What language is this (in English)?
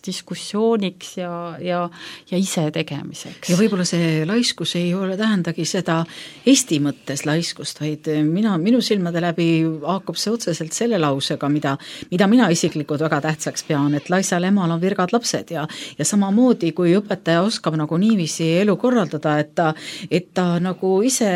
Estonian